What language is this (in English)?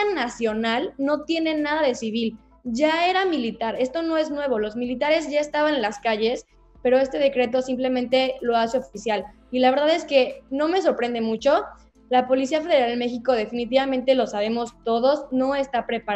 Spanish